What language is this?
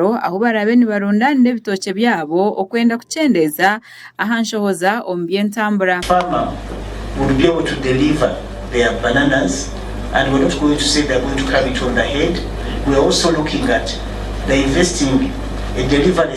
Nyankole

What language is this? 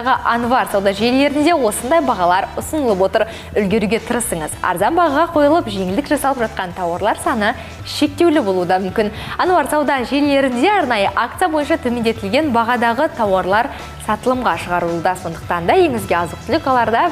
Kazakh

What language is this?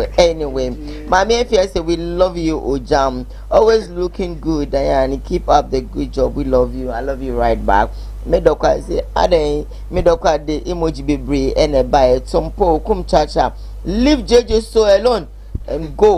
Akan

